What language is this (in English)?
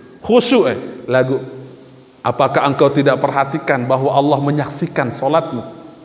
Sasak